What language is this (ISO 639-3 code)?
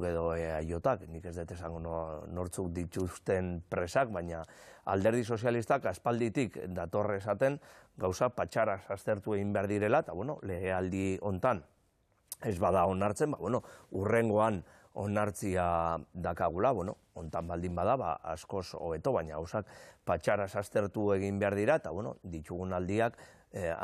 eus